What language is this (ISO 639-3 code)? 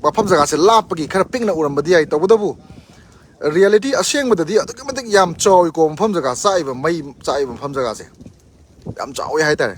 mni